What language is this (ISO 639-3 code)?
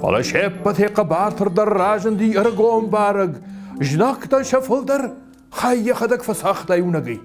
oss